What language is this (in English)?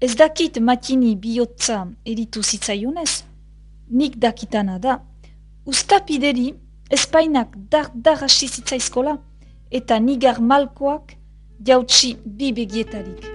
Basque